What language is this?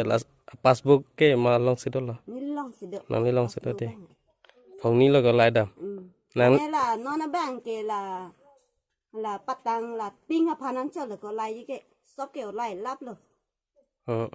Karbi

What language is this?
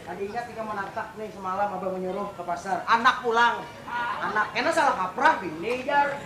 Banjar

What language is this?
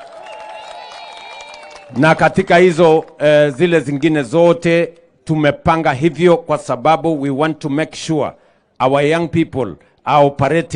Swahili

